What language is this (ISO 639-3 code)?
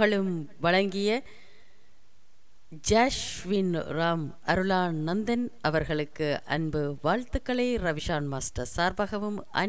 tam